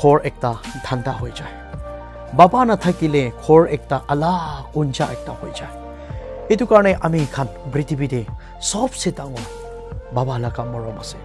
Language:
Naga Pidgin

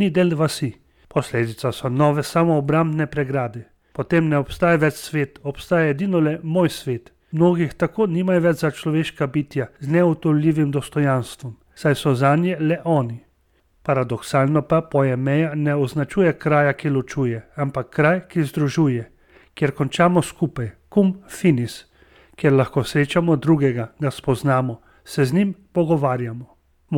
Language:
Slovenian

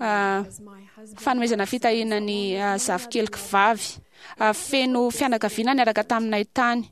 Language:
Malagasy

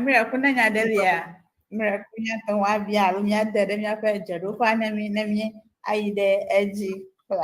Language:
Ewe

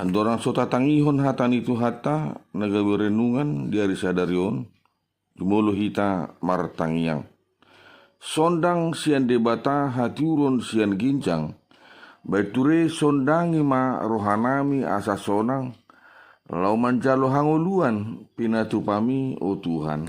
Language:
Batak Toba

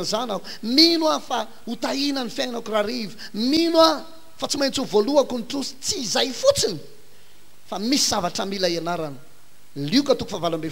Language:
Malagasy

